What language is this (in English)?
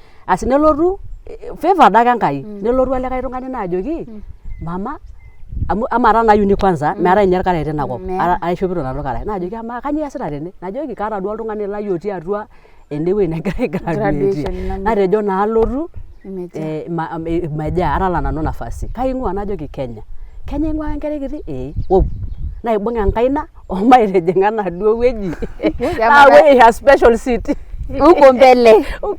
Masai